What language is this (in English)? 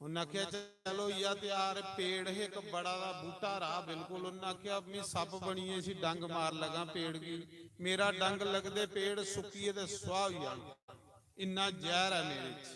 Dogri